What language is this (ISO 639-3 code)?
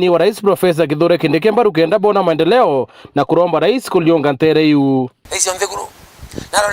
mer